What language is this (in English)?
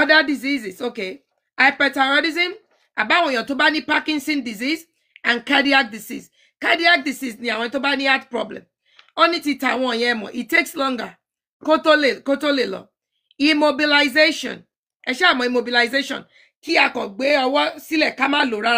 Yoruba